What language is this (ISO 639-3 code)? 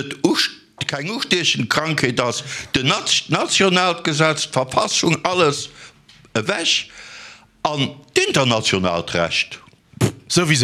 ltz